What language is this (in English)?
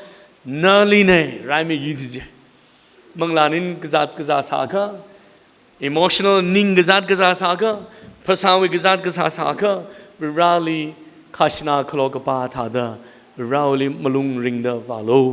Tangkhul Naga (India)